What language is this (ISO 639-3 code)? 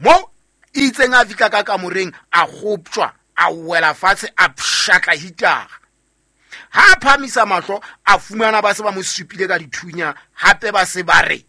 sot